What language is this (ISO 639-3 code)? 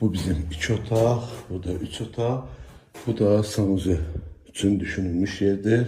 aze